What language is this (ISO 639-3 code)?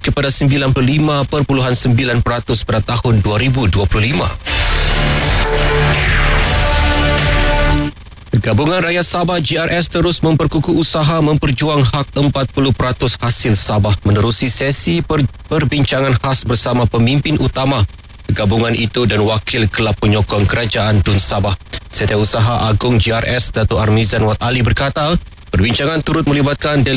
msa